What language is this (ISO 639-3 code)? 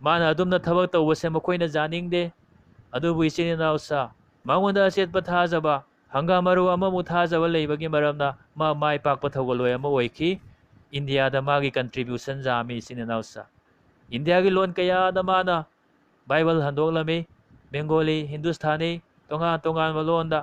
mni